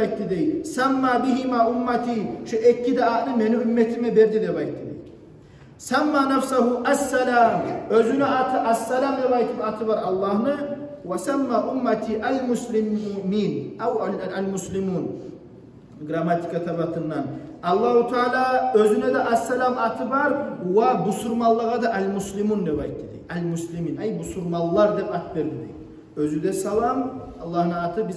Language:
Kumyk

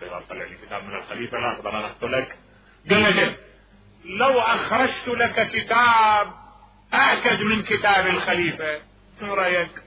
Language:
Mesopotamian Arabic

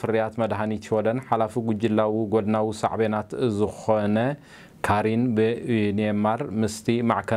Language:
Tigrinya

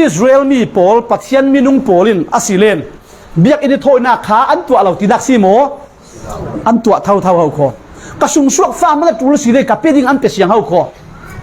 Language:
Falam Chin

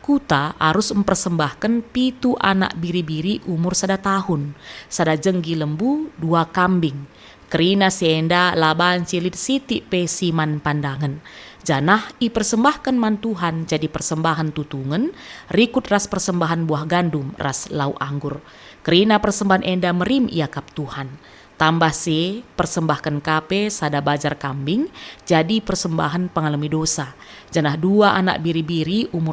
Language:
Batak Karo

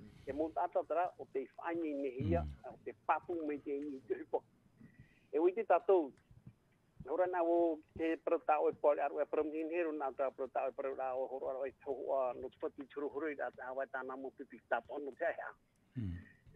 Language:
Tahitian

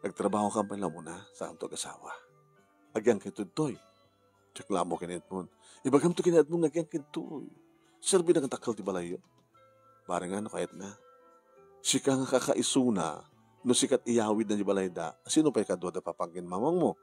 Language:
Iloko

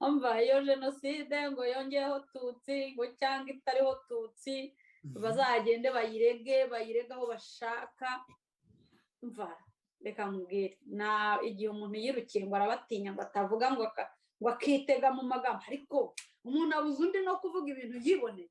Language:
Kinyarwanda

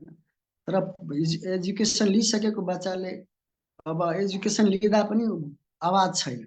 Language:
Nepali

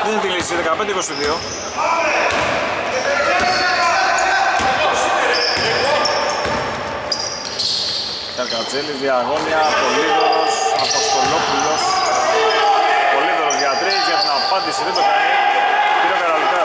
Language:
Greek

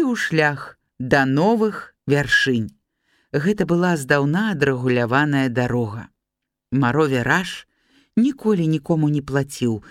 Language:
Belarusian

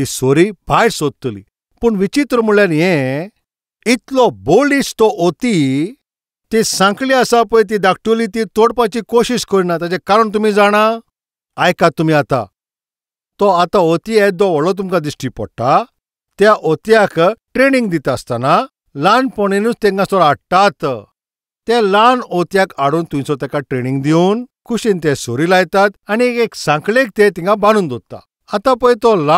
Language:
Konkani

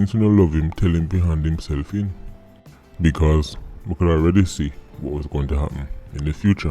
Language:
Jamaican Creole English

